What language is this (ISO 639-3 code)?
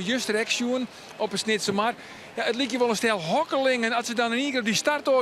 fry